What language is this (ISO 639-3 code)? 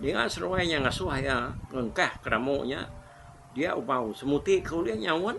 iba